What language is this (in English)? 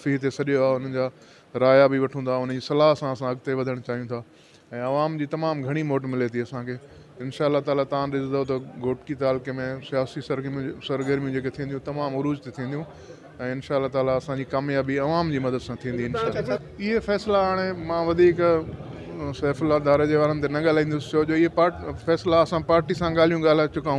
Sindhi